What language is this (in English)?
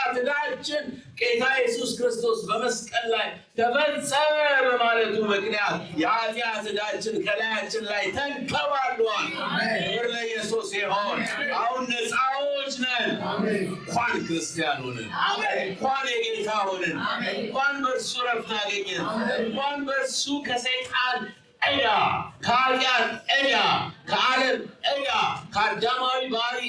Amharic